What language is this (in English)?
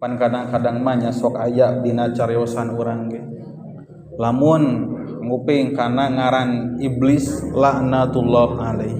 Sundanese